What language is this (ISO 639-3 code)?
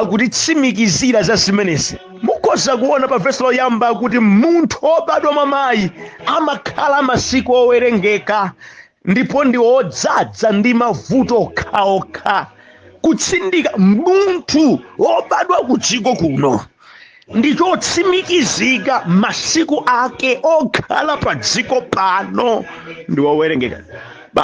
nya